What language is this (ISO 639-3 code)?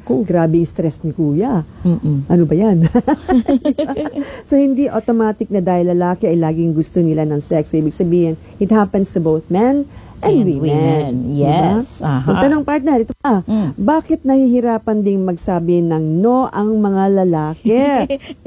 fil